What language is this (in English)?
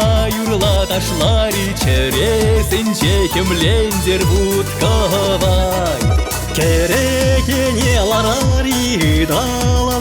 Chuvash